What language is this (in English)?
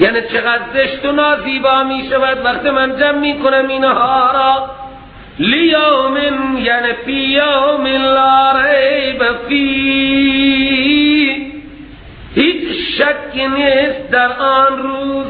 Persian